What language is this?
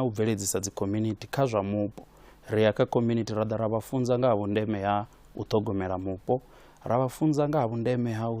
Venda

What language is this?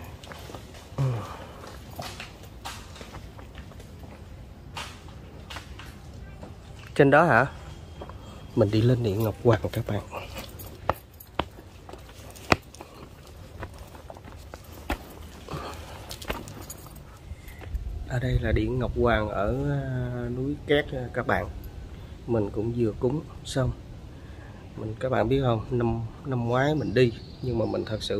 Vietnamese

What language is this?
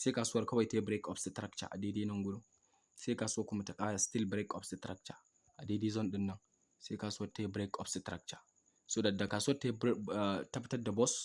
Hausa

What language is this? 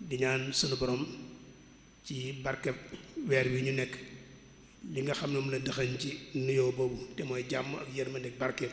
Wolof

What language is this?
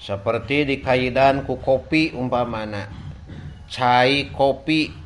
Sundanese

